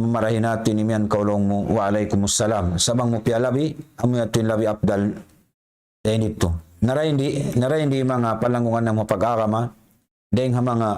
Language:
Tausug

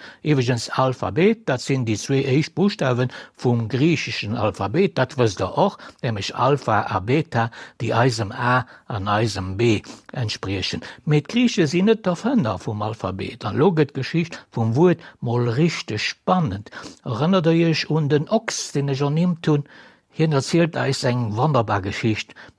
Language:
Luxembourgish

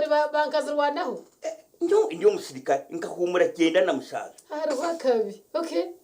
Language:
Nyankole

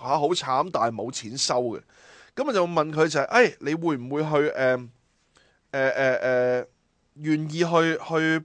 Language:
Cantonese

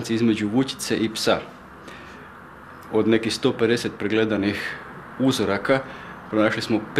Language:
Croatian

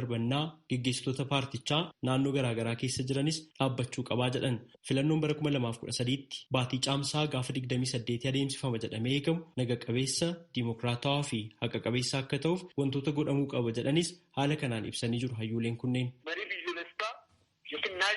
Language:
Oromo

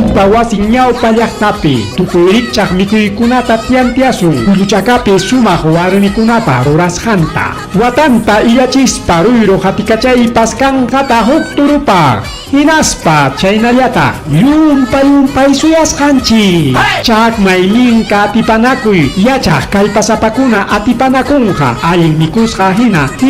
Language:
Ayacucho Quechua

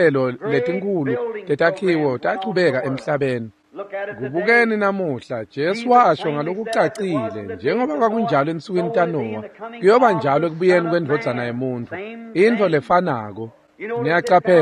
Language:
Swati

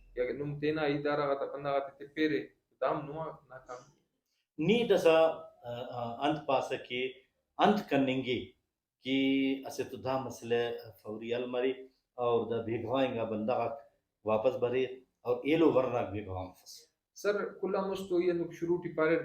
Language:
Brahui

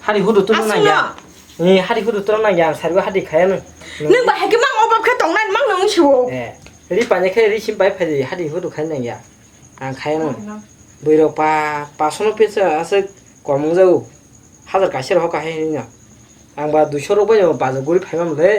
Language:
Kok Borok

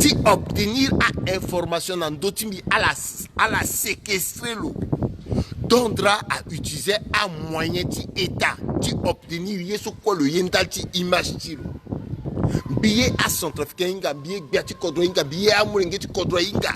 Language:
Sango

